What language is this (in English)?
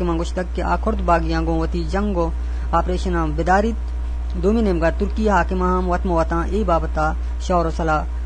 Eastern Balochi